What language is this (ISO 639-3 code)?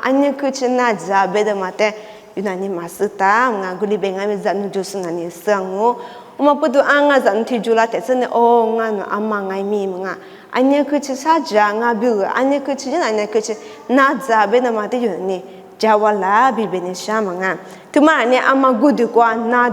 lis